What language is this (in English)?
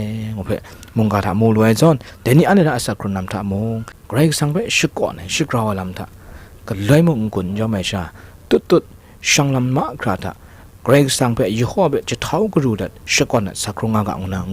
Kachin